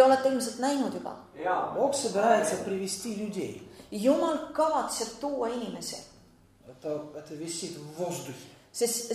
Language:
Estonian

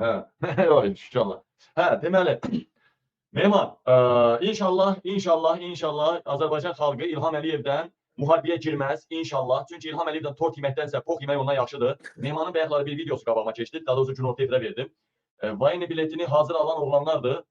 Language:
Azerbaijani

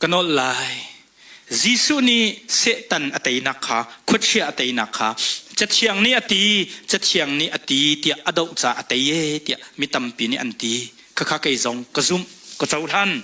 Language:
Hakha Chin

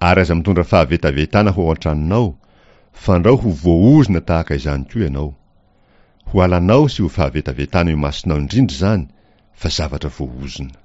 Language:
Malagasy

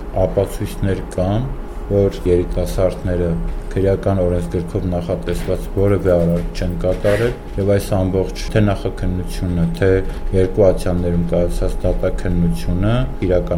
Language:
Armenian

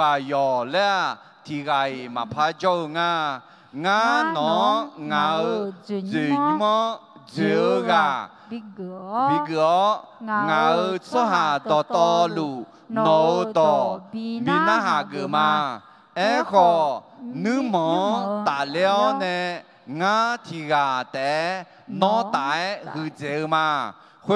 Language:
Akha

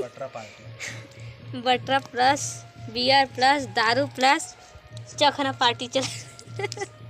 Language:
Chhattisgarhi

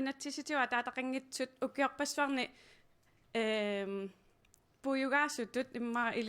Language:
Kalaallisut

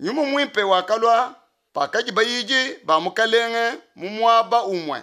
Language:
Luba-Lulua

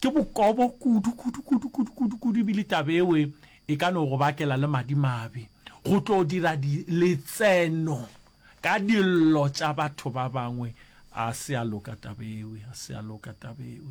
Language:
Northern Sotho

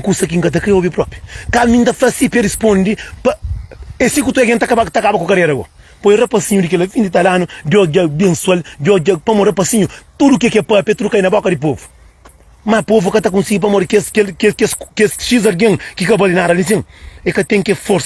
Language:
Kabuverdianu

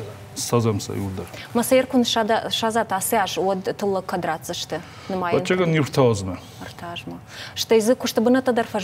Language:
Ossetic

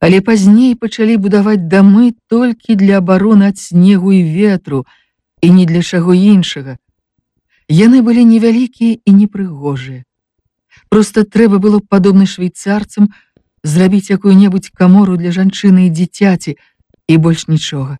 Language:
Belarusian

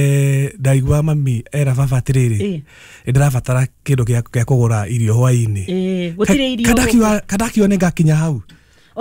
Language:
Kikuyu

